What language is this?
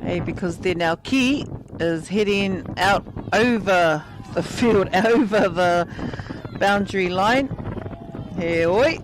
Māori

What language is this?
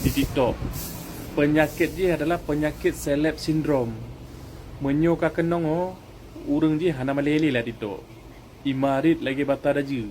Achinese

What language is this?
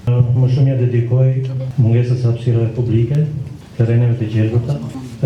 Albanian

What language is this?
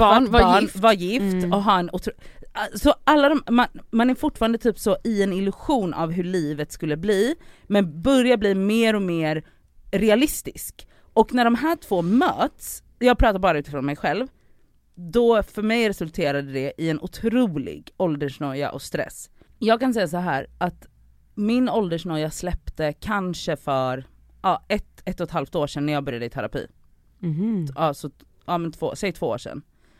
Swedish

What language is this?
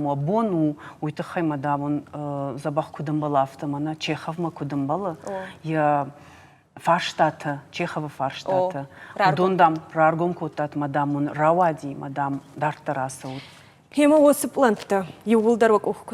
Ossetic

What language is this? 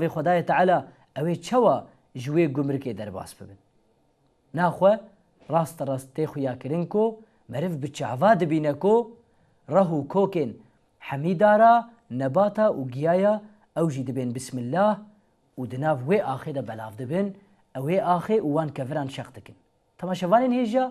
Kurdish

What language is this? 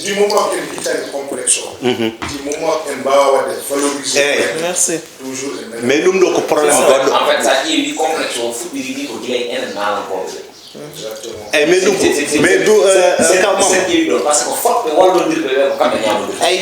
Fula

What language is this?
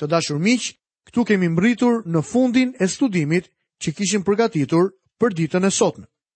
Albanian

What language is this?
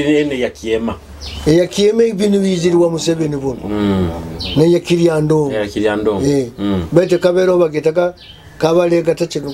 Nyoro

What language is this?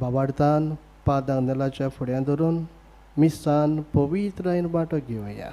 Konkani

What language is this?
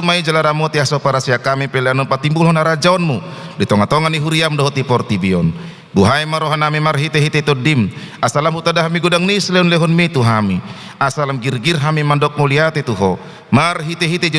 Batak Toba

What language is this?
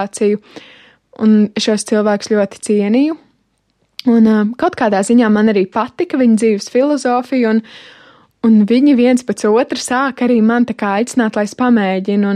Latvian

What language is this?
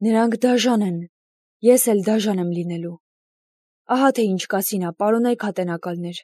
Armenian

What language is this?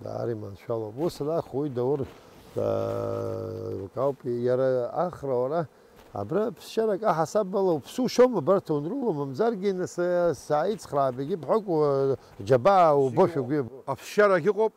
Abkhazian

